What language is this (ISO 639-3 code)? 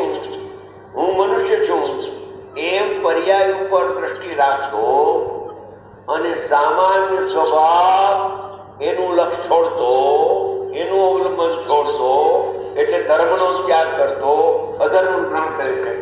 guj